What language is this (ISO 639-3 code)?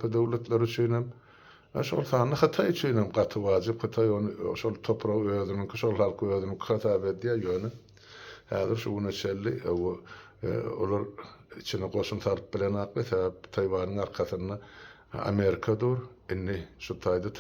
tuk